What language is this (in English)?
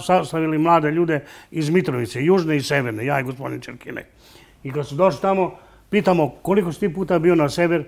Serbian